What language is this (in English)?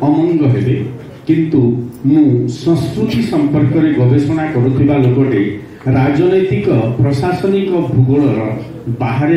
Odia